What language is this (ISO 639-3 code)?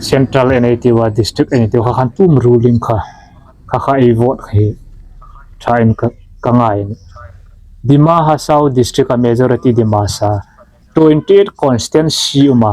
hmr